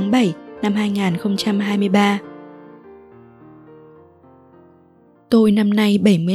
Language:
Vietnamese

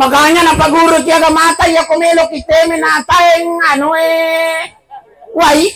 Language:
Buginese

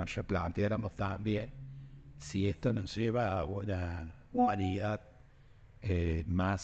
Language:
Spanish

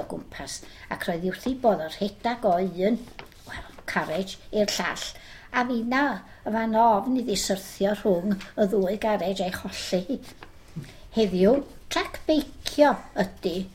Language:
Welsh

